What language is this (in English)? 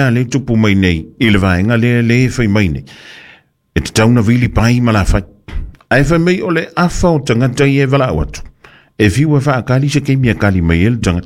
Samoan